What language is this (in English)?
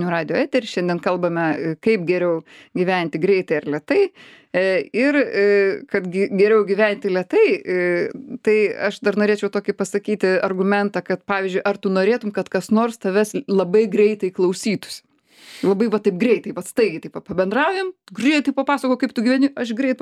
Lithuanian